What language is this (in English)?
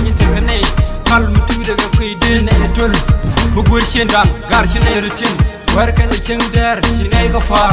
Nuer